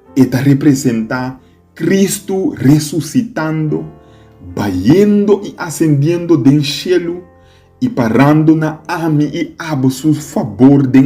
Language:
Papiamento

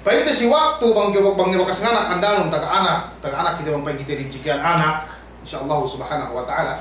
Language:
Yakan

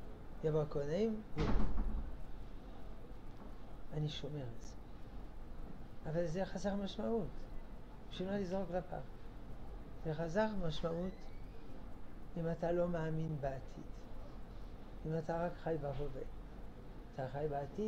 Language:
Hebrew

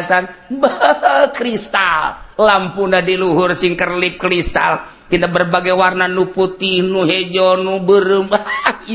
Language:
Sundanese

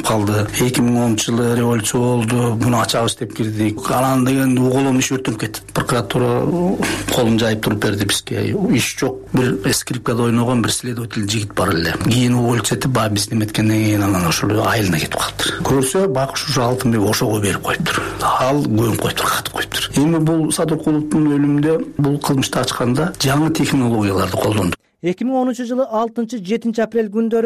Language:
Kyrgyz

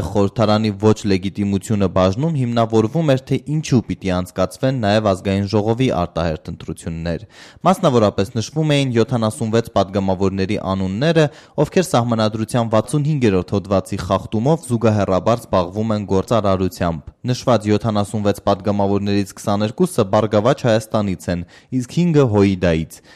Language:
Armenian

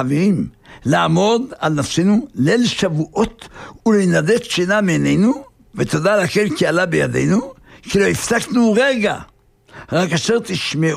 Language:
Hebrew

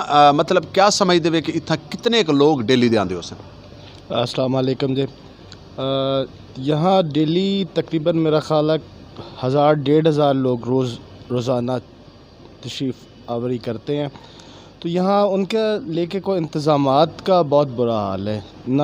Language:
Saraiki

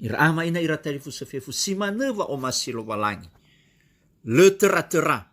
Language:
Nias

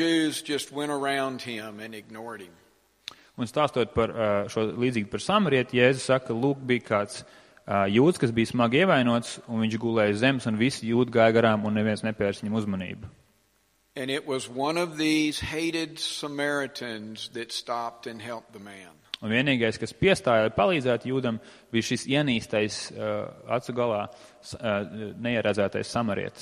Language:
Latvian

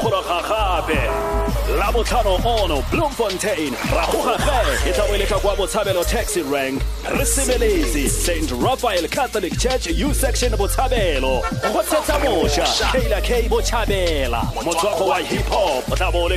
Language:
Tswana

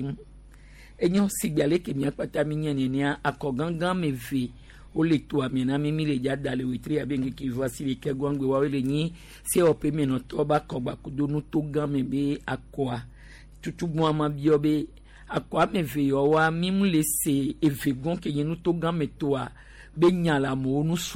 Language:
Gen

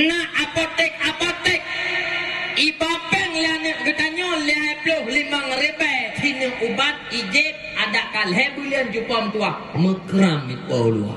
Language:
Achinese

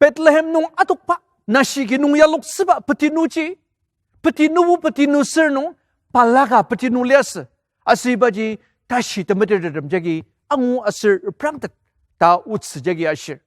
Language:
Ao Naga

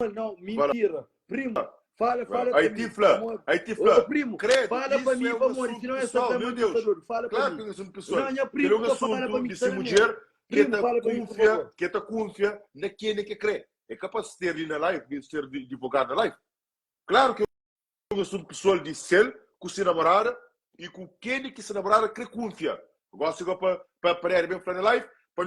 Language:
Kabuverdianu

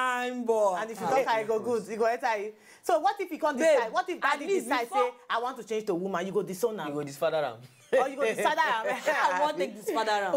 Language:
Nigerian Pidgin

